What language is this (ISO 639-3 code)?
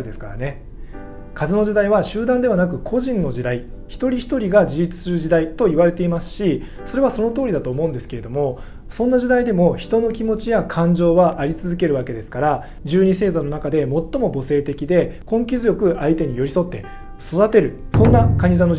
jpn